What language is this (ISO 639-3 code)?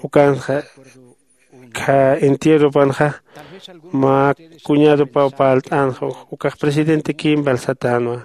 aym